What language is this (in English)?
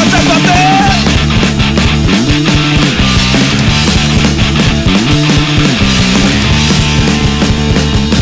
Basque